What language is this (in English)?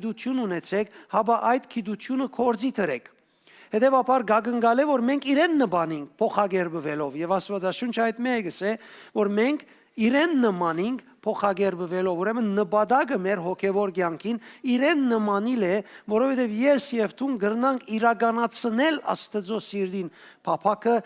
Western Armenian